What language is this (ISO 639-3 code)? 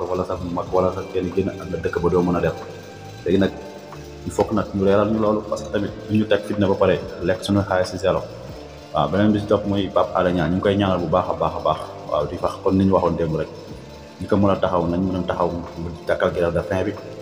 wol